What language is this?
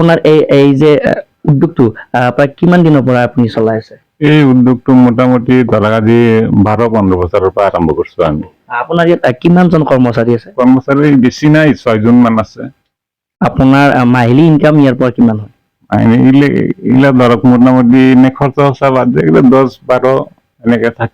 Assamese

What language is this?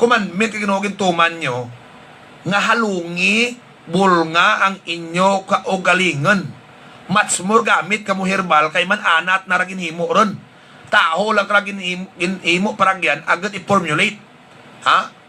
Hiligaynon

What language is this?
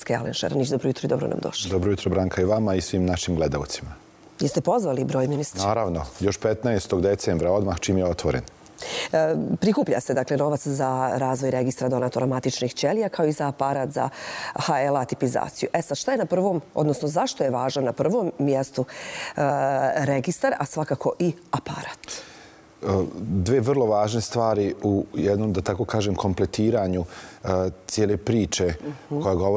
Bosnian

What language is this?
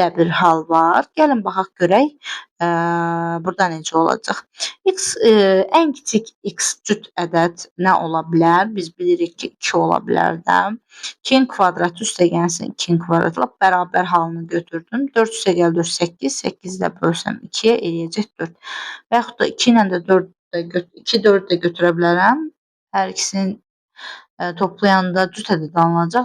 Azerbaijani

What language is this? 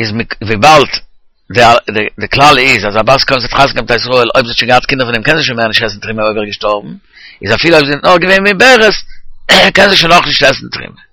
Yiddish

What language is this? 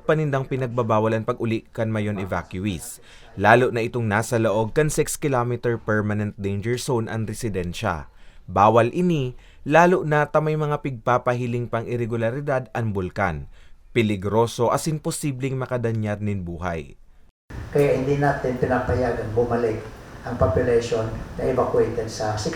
Bikol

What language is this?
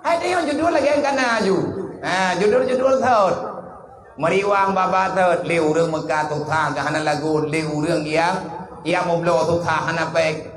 Achinese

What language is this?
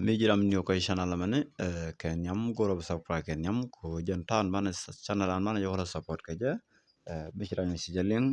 Nuer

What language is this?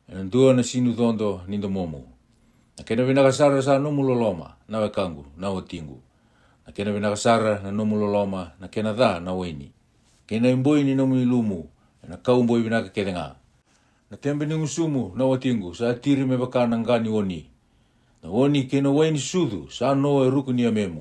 Fijian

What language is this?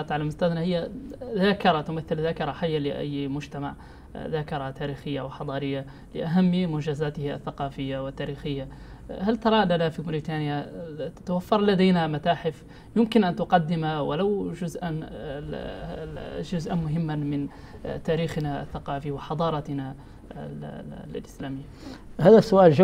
Arabic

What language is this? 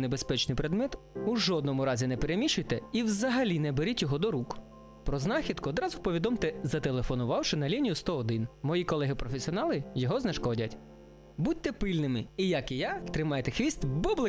Ukrainian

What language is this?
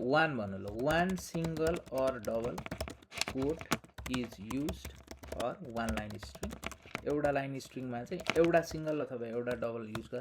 Nepali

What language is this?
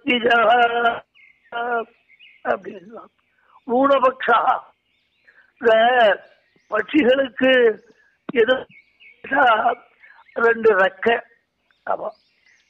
Tamil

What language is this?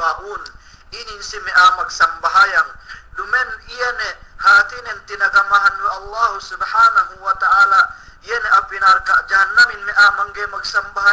Yakan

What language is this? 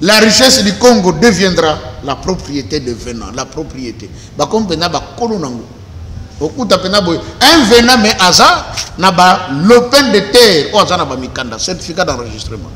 Lingala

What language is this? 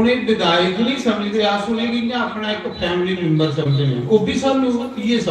Dogri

